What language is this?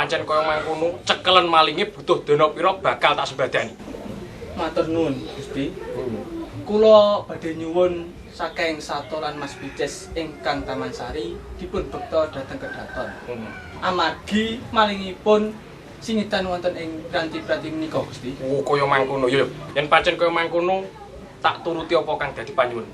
Javanese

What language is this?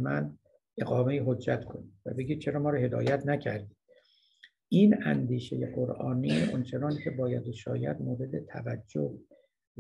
Persian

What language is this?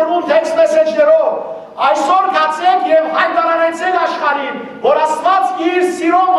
Western Armenian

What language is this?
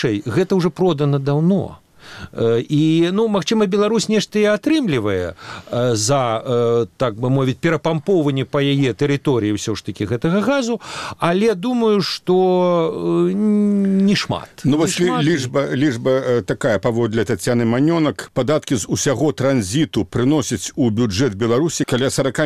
Belarusian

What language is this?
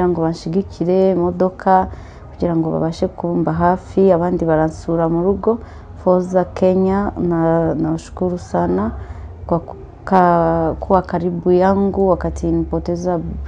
Kinyarwanda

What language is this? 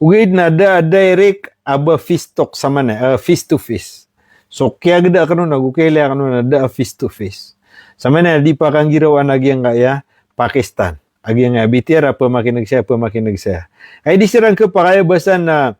Maranao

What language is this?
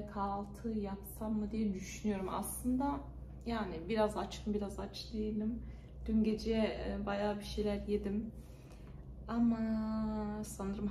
Turkish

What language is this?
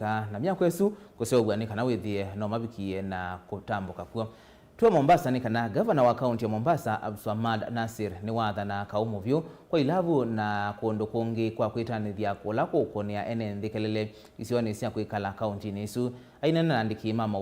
Kamba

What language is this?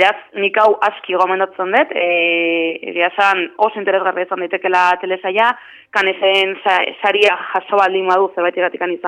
Basque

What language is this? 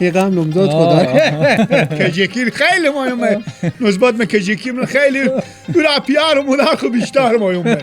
Persian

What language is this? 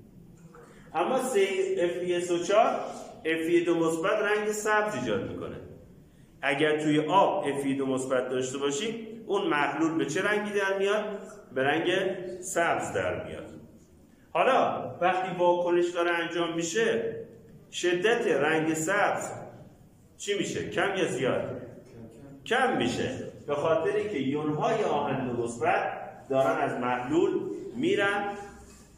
Persian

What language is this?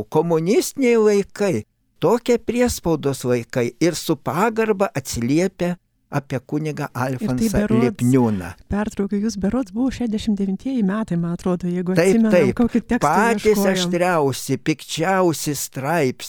Lithuanian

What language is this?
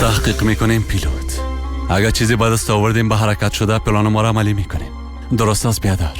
Persian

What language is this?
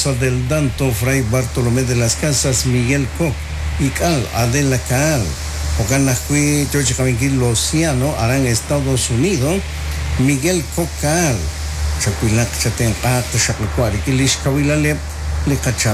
Kekchí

